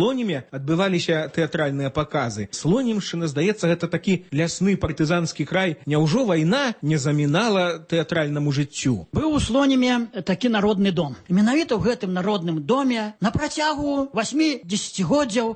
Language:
Belarusian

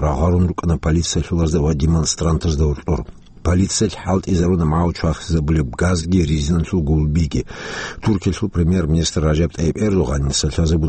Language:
Avaric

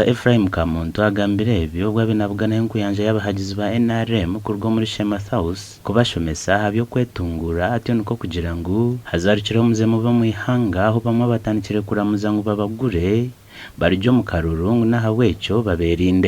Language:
Nyankole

